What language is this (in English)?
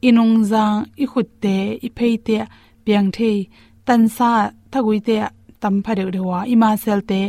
Tedim Chin